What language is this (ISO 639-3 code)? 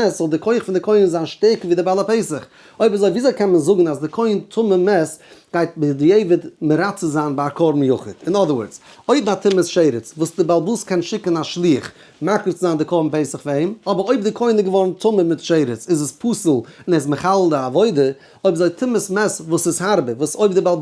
yid